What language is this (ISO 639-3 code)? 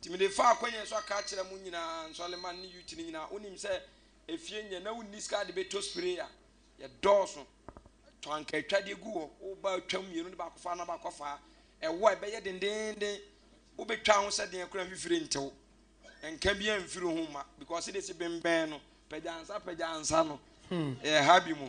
aka